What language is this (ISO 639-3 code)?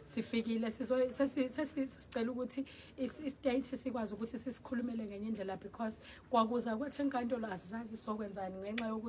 zul